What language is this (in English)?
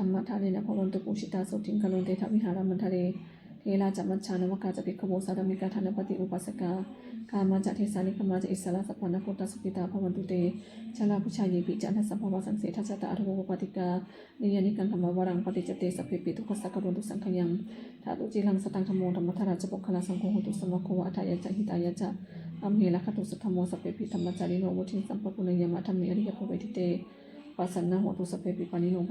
Pali